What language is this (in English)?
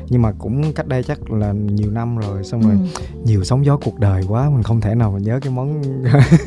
Vietnamese